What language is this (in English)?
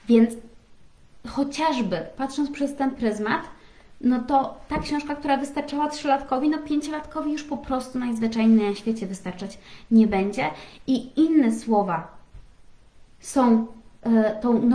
Polish